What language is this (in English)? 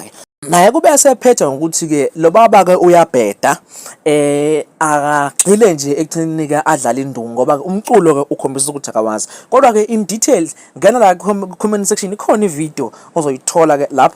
Zulu